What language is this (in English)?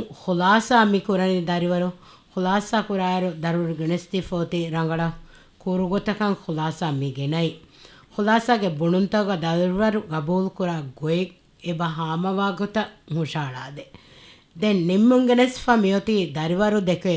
Divehi